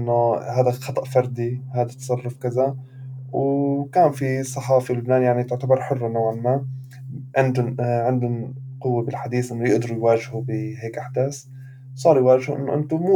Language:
North Levantine Arabic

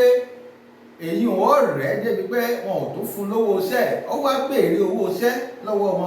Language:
Yoruba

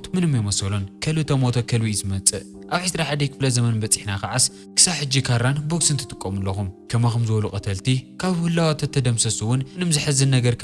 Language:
Tigrinya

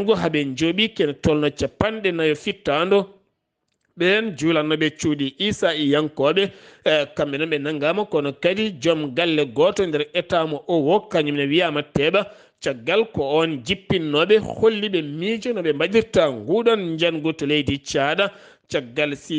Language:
Fula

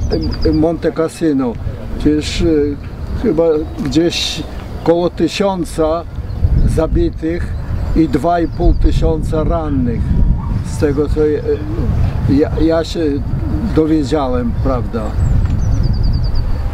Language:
Polish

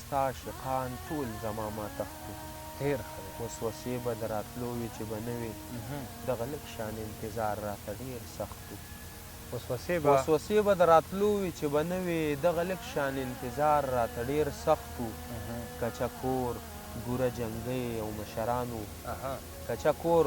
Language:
Pashto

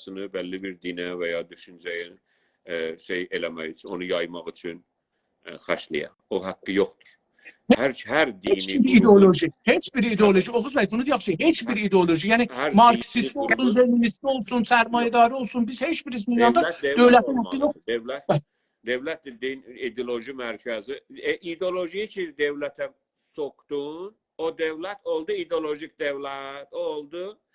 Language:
South Azerbaijani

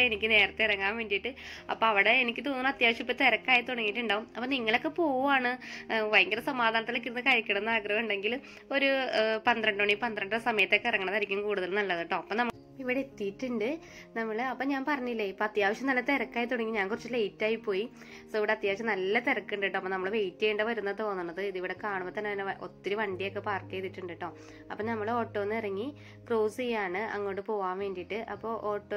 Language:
Malayalam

